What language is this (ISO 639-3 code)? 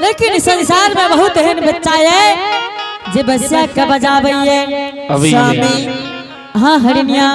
anp